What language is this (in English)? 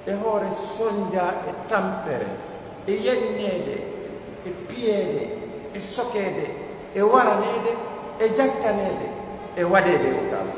Pular